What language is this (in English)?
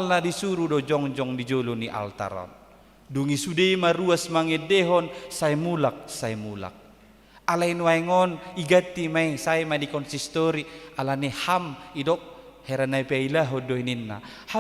Batak Toba